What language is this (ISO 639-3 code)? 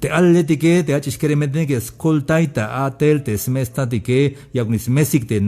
tzh